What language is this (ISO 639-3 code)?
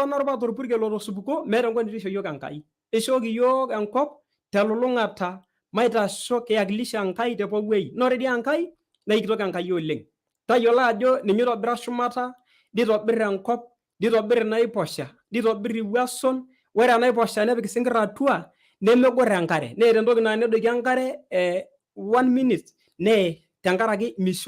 mas